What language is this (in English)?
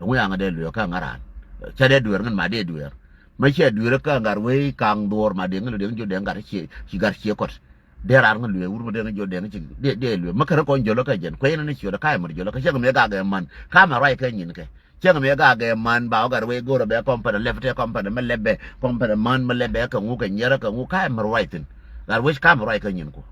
Nuer